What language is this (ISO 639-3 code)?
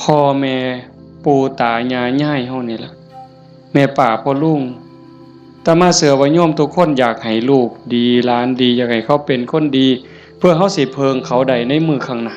tts